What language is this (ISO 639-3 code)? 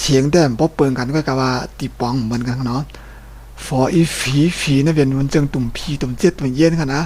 shn